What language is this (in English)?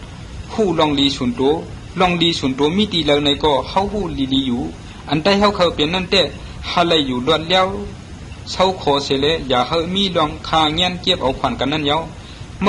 Shan